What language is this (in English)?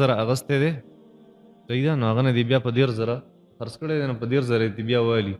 Pashto